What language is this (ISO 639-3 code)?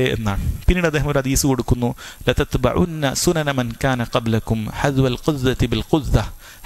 mal